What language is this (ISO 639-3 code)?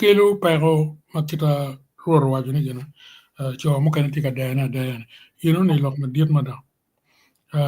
ach